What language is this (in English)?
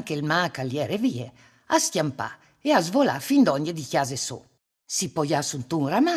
Friulian